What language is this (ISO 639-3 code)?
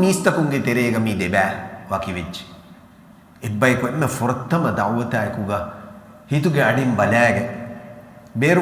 div